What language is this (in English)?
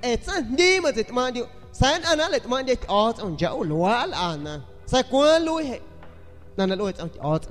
San Pedro Amuzgos Amuzgo